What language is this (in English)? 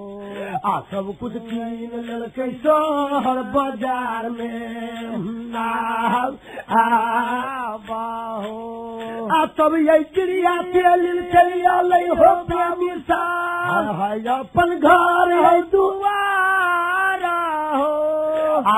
Maithili